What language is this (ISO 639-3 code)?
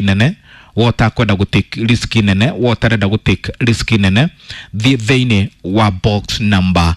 kik